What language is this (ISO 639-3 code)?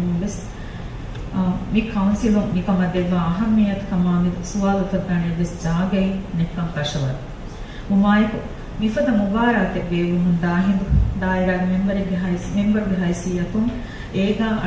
div